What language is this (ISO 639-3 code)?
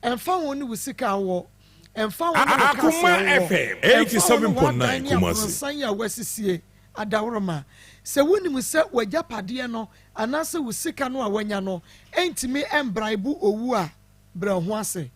aka